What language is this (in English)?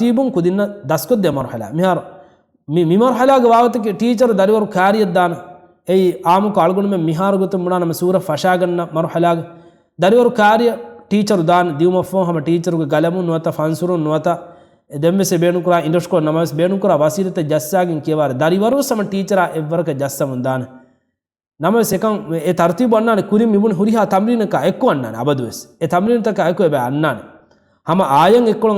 Divehi